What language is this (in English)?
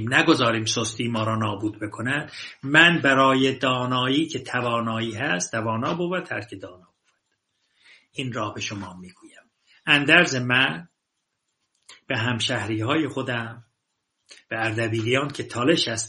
Persian